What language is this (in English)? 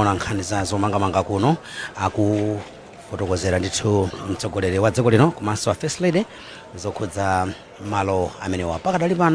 Nyanja